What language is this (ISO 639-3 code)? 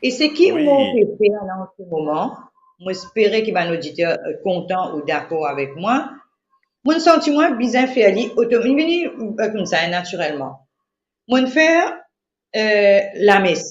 mfe